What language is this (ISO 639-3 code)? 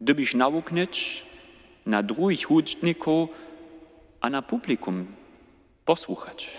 hsb